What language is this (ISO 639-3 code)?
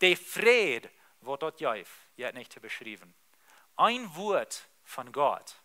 pdt